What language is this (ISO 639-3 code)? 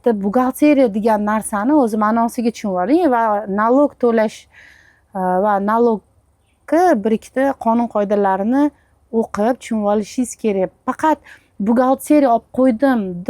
uzb